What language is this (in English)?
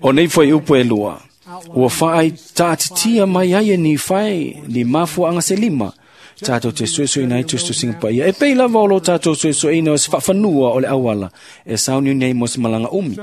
Samoan